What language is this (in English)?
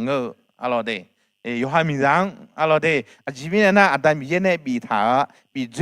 Akha